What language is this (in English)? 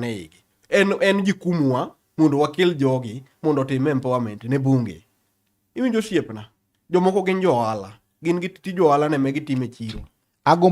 Luo (Kenya and Tanzania)